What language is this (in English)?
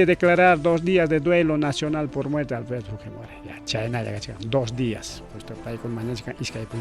Ayacucho Quechua